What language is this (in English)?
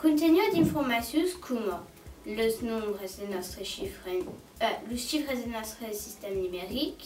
Occitan